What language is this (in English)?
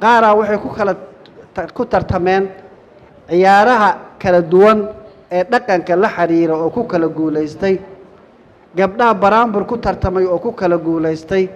Somali